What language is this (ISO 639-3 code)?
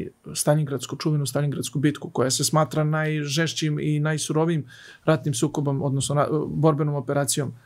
srp